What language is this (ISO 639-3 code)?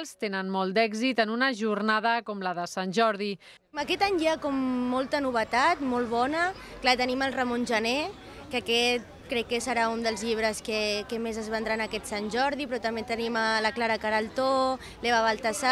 cat